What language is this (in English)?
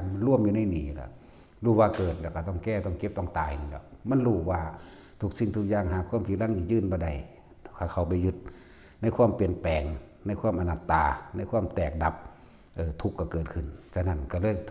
Northeastern Thai